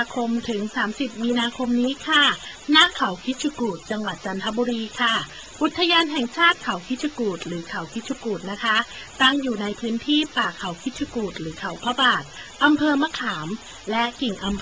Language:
Thai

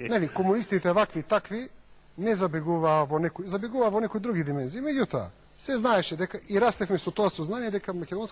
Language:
Macedonian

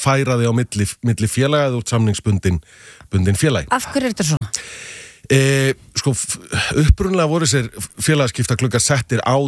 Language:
Icelandic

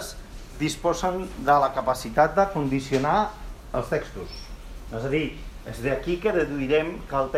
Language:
Catalan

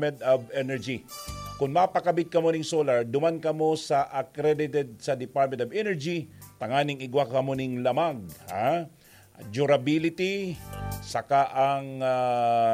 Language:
Bikol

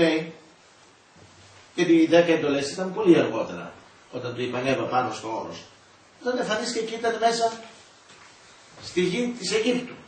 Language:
Greek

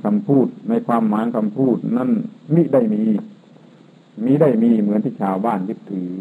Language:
Thai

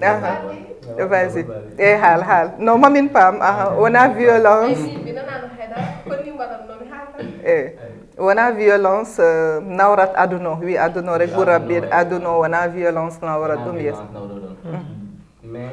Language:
Fula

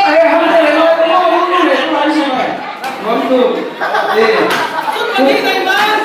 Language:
Falam Chin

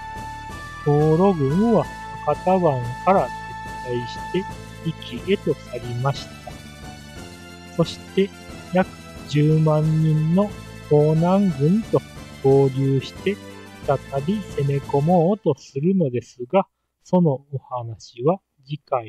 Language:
Japanese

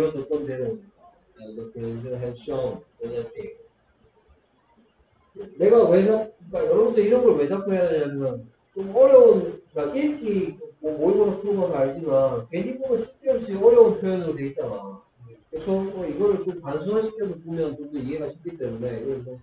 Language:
Korean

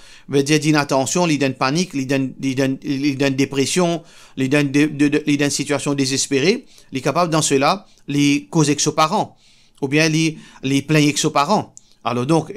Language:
Morisyen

